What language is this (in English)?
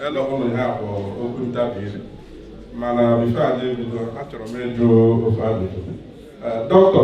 Igbo